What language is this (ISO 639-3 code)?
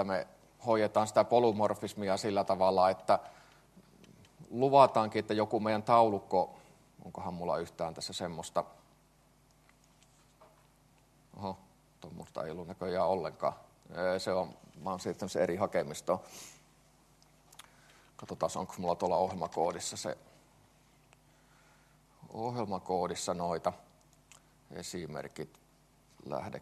fin